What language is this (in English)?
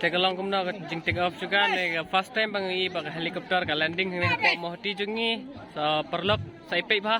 Khasi